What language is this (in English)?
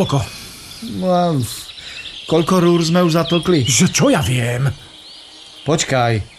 Slovak